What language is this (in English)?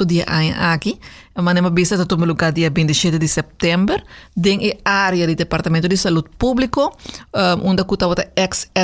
Papiamento